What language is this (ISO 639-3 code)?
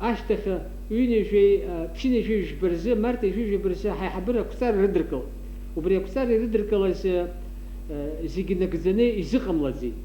abk